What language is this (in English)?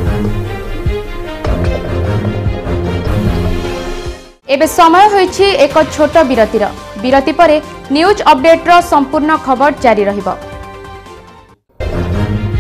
Odia